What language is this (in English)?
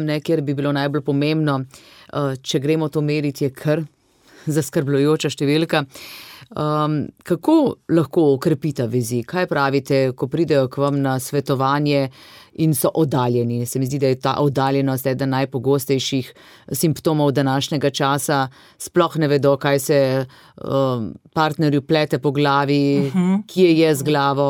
Slovenian